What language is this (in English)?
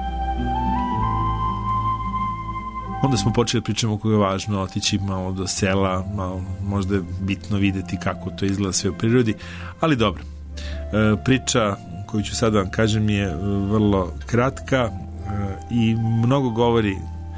Serbian